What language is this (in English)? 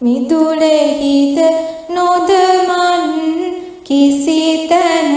Sinhala